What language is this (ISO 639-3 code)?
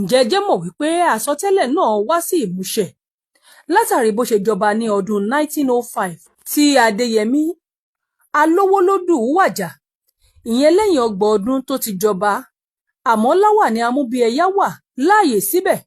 yor